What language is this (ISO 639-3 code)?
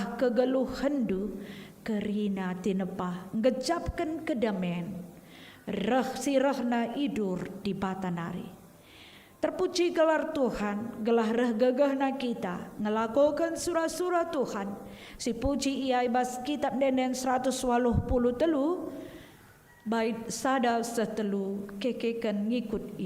btx